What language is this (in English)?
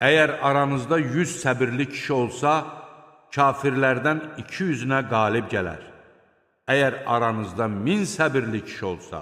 Azerbaijani